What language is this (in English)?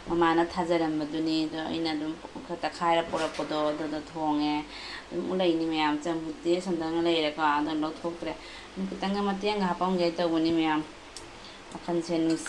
Manipuri